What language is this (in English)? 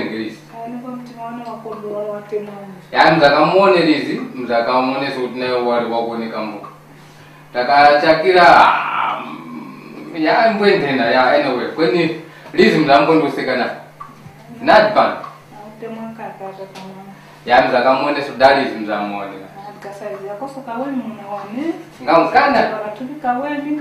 Tumbuka